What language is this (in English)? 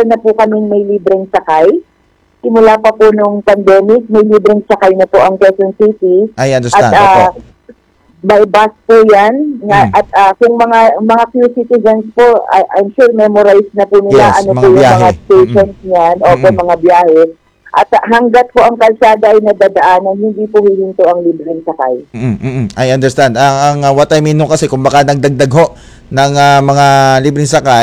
Filipino